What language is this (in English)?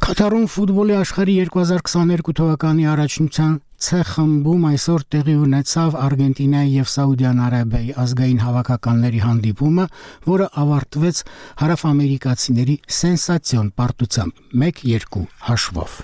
Armenian